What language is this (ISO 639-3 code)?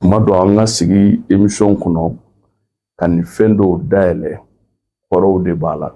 bam